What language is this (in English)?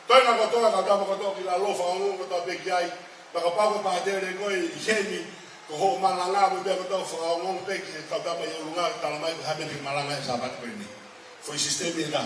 Tongan